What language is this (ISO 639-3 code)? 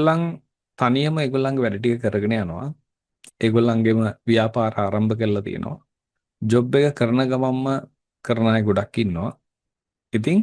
sin